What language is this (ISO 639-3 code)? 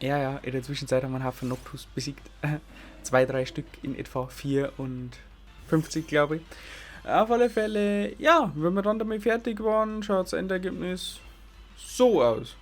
bar